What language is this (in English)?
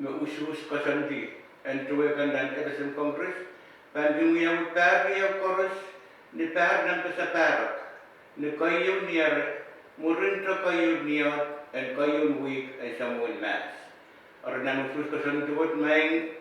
Pohnpeian